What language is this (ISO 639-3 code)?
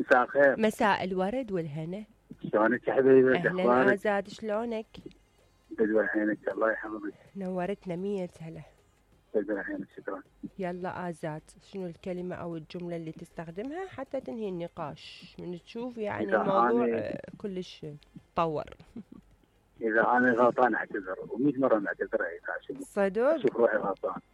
acm